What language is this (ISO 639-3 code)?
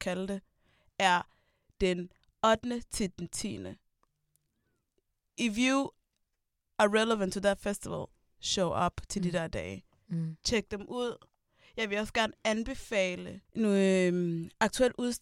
dan